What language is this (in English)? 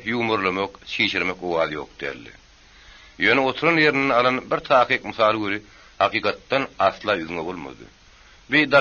Turkmen